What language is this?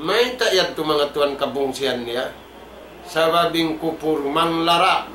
Tausug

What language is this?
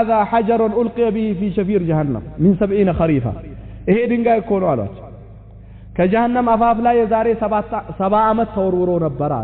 Amharic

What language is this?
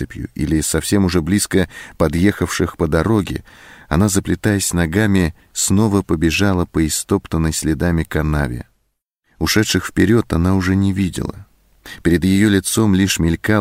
Russian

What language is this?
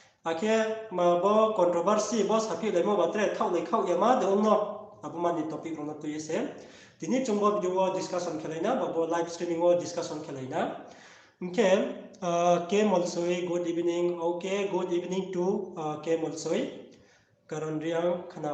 Riang (India)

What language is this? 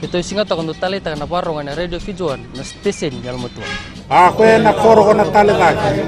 Fijian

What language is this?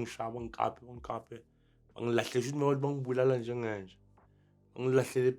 Zulu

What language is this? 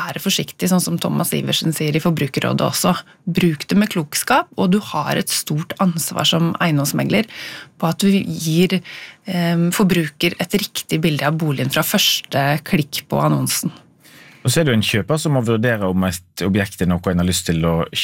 Norwegian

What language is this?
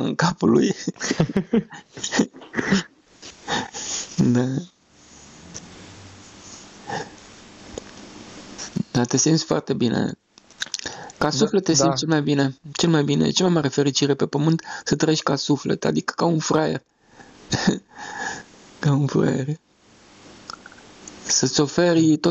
Romanian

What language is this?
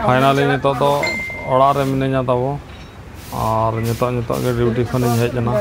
Santali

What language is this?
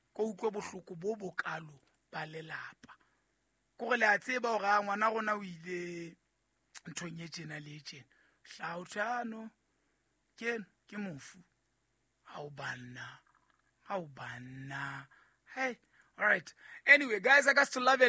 Southern Sotho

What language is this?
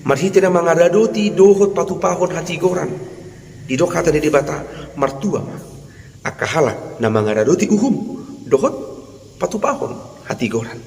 Batak Toba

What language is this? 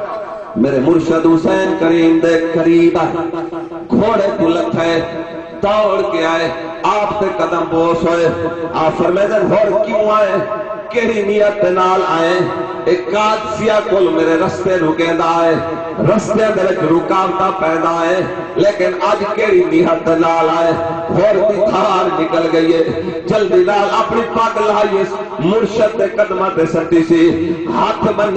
Saraiki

